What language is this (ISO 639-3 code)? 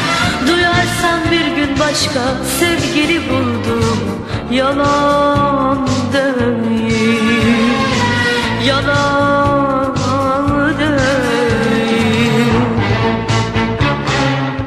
tur